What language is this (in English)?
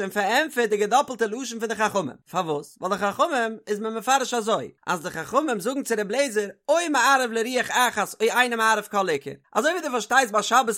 Yiddish